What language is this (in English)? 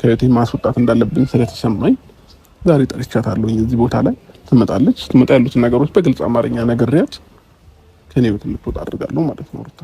Amharic